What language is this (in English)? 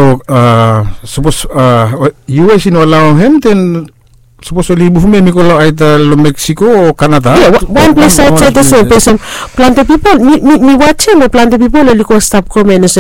Bislama